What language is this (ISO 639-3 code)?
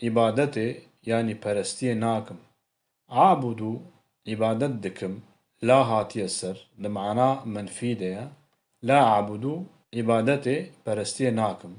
kur